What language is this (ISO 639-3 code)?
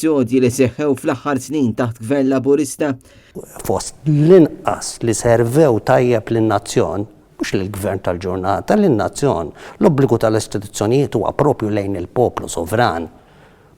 mlt